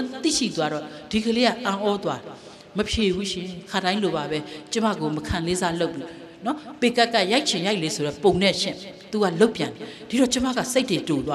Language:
Burmese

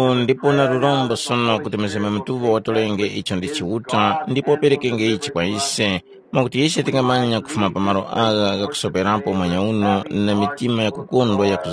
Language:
Tumbuka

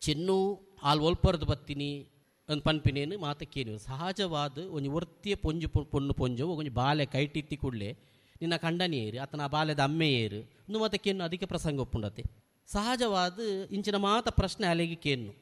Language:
Tulu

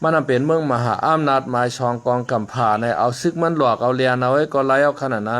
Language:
Shan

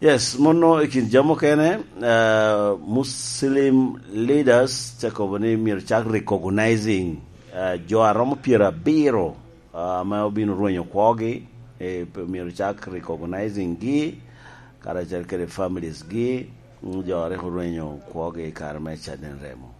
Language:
Lango (Uganda)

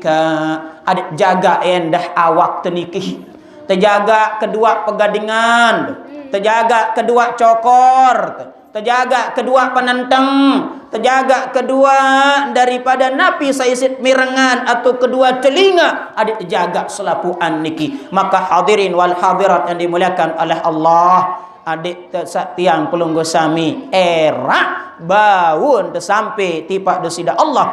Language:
Sasak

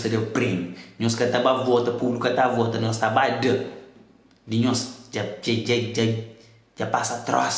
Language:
Kabuverdianu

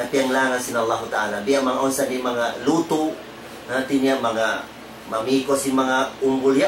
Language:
Tausug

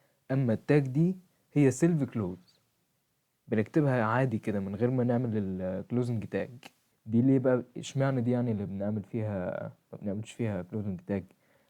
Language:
Egyptian Arabic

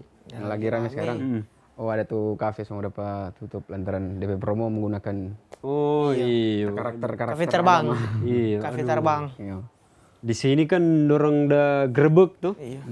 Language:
Manado Malay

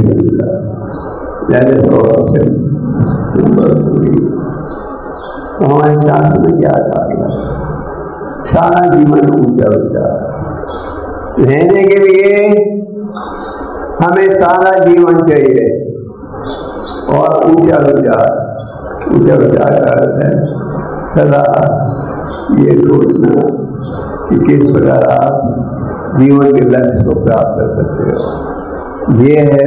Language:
Hindi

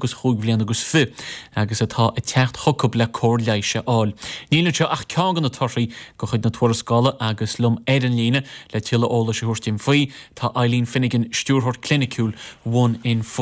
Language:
Irish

